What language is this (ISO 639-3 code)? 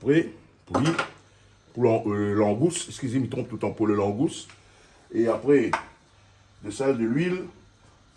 rcf